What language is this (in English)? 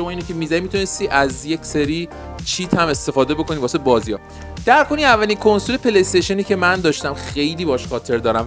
Persian